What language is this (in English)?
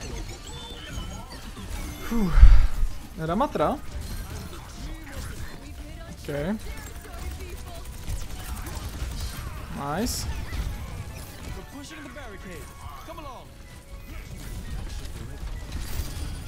Czech